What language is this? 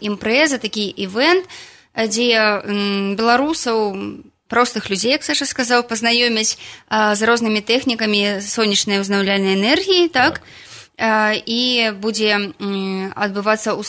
Belarusian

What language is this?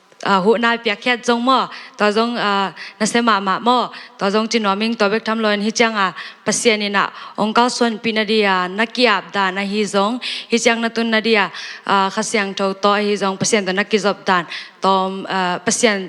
Tedim Chin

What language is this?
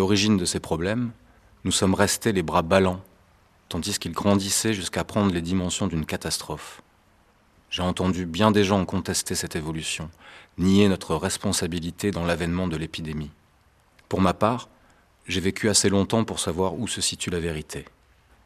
French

